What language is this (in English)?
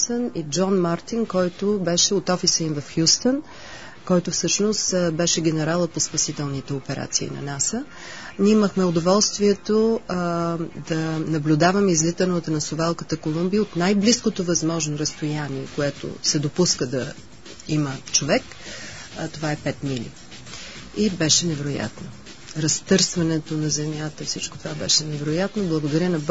Bulgarian